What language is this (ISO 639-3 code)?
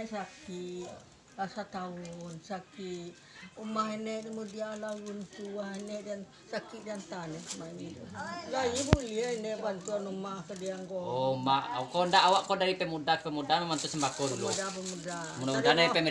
min